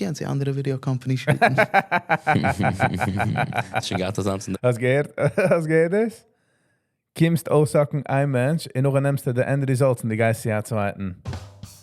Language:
Yiddish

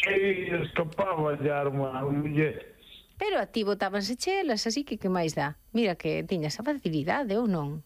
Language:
Galician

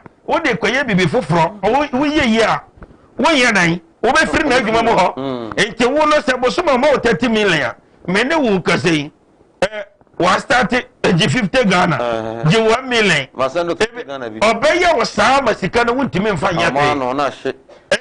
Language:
Akan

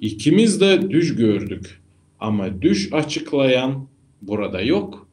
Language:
Gagauz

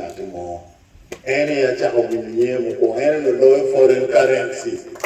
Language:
Acoli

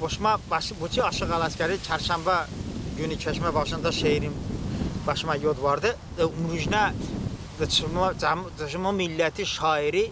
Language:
Talysh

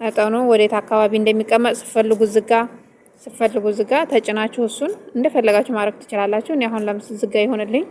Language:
Amharic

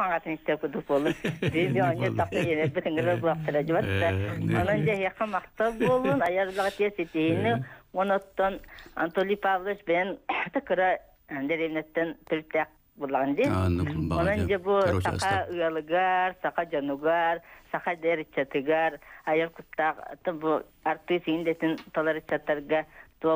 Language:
Yakut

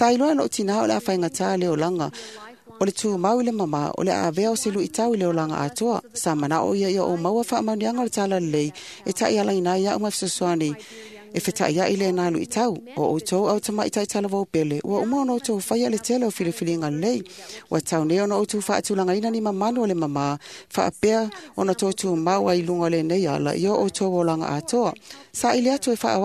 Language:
Samoan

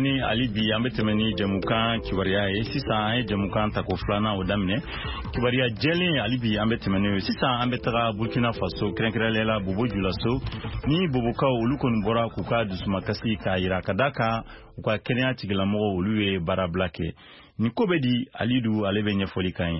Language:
Bambara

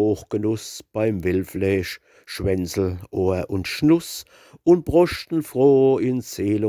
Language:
Palatine German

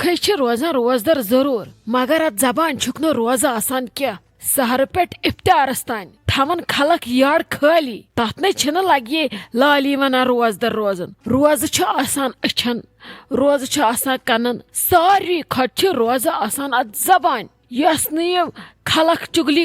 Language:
Kashmiri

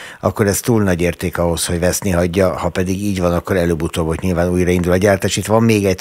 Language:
Hungarian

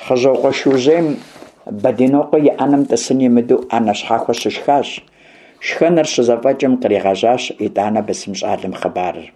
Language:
Kabardian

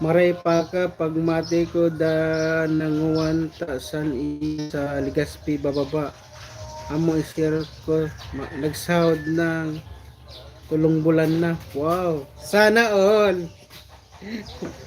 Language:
Bikol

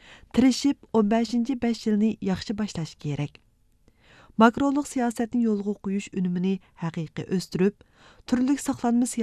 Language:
Uyghur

